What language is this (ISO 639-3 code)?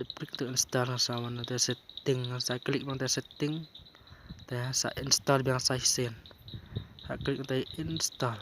kha